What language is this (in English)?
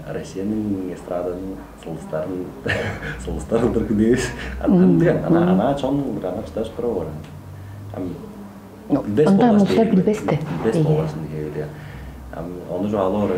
Tuvinian